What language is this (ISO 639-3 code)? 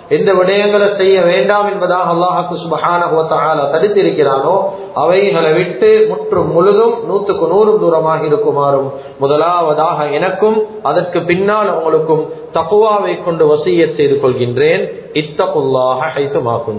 tam